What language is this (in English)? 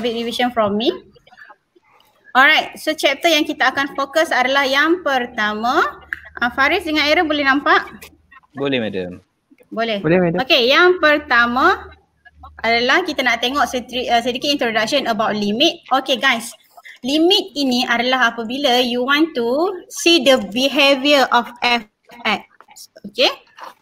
Malay